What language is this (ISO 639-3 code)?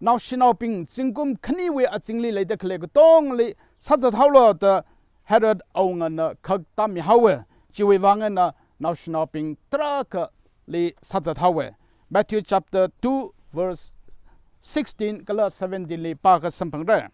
nmf